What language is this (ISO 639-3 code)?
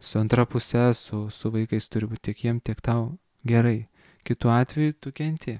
lit